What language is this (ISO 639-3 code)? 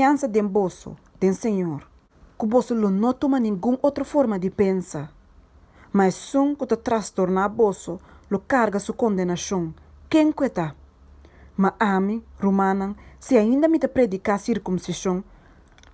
pap